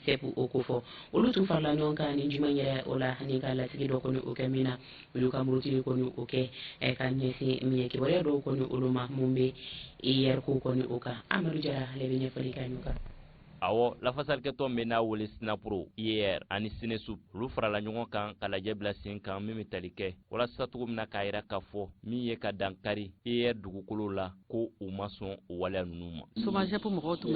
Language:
Bambara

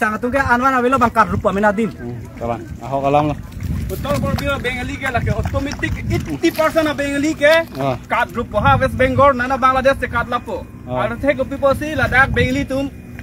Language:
Karbi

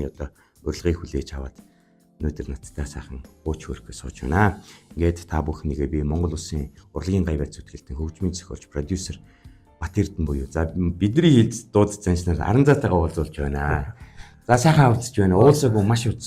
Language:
Mongolian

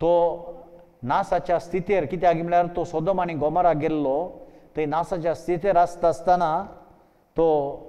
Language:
Konkani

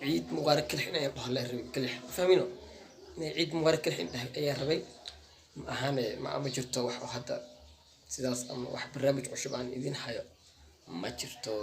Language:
Somali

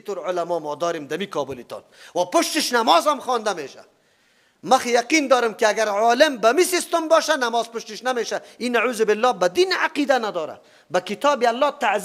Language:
Persian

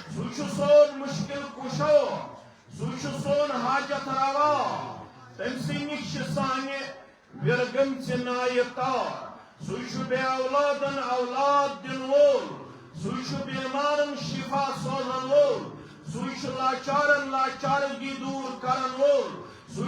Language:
Kashmiri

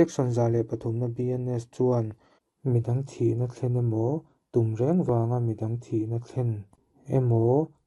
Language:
Mizo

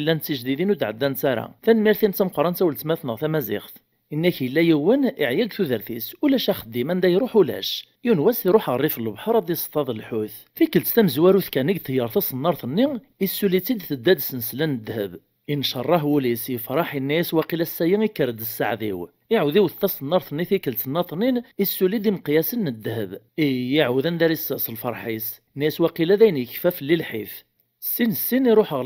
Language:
Kabyle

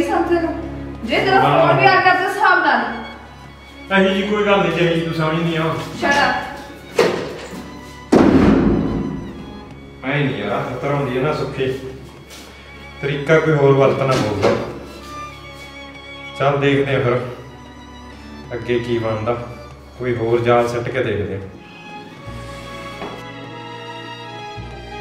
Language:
Punjabi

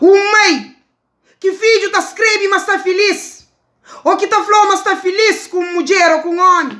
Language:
Kabuverdianu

